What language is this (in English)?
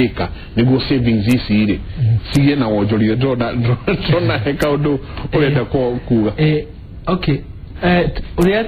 Kikuyu